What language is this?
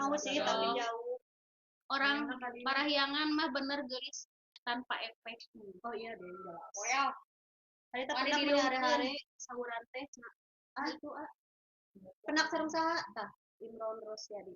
Sundanese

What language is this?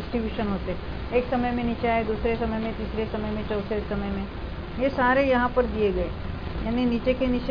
Hindi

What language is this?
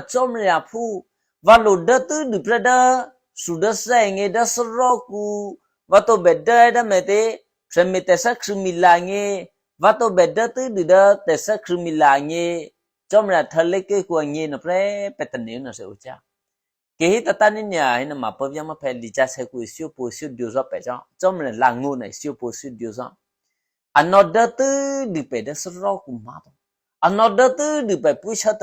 Eastern Kayah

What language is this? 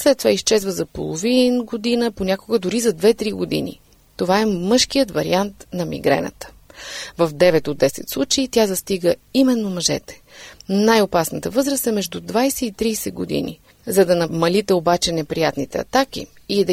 Bulgarian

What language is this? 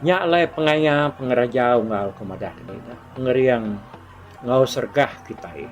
Iban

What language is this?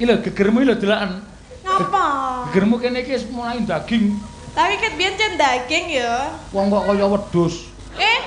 Javanese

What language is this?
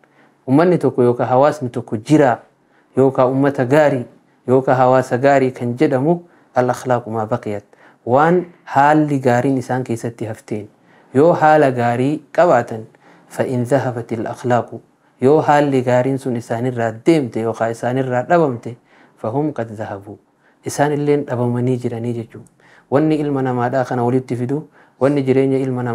Oromo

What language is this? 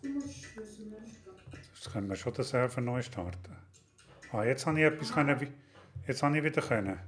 Swiss German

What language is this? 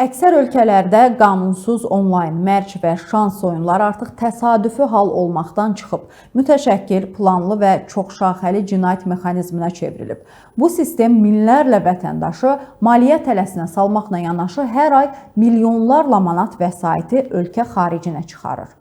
Azerbaijani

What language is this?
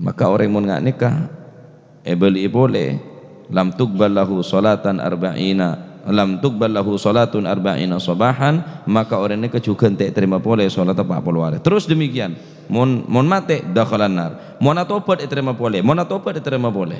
Madurese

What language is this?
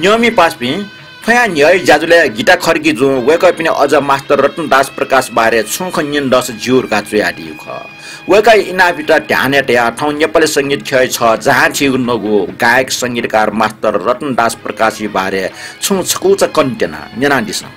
Newari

